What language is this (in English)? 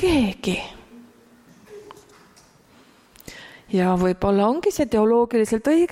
Estonian